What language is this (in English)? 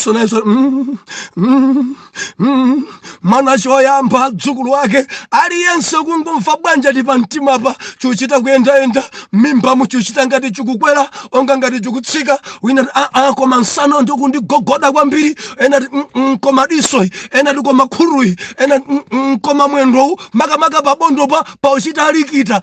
Nyanja